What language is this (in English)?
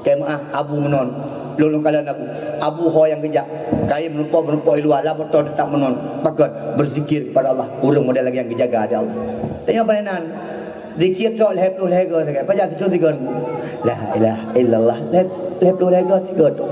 Achinese